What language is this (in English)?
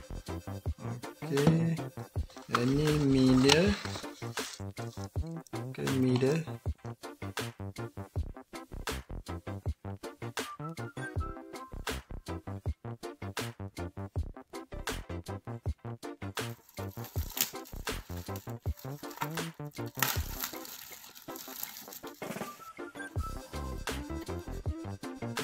Malay